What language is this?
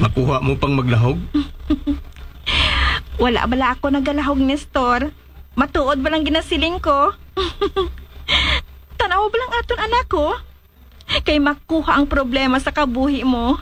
Hiligaynon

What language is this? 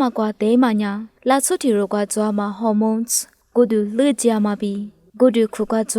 Lisu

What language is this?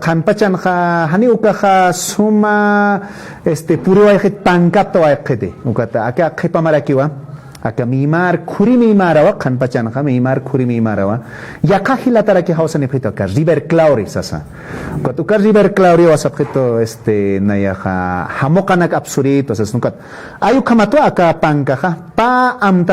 Aymara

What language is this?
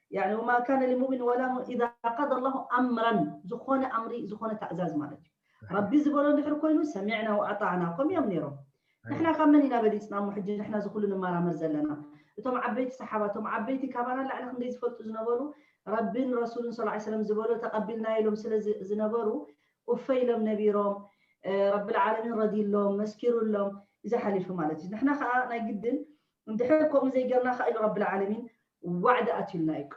Tigrinya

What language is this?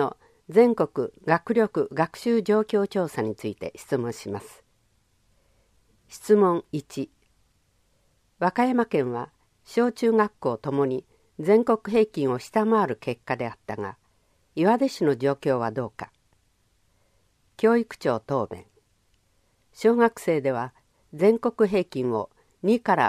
Japanese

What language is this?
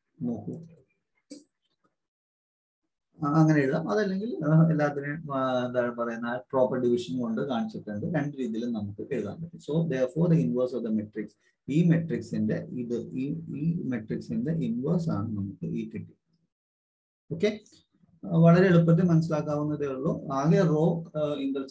Malayalam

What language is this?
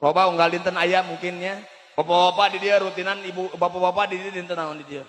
Sundanese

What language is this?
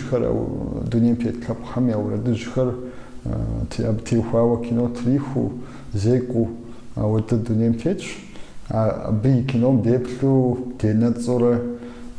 Kabardian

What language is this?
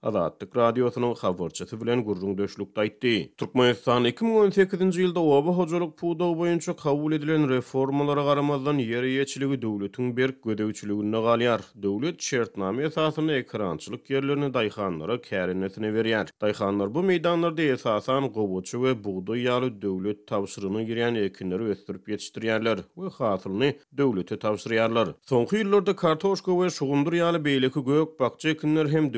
Turkmen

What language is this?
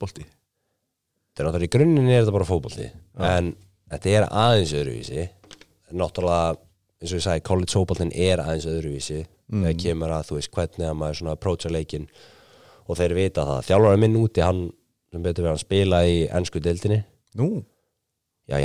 Icelandic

